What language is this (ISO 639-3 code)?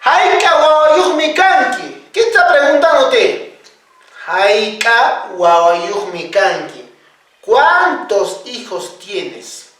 que